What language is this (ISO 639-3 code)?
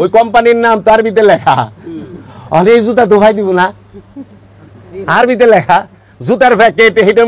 ben